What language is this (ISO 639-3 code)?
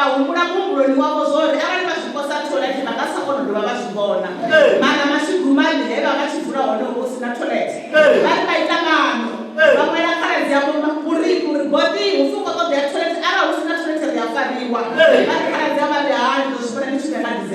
ven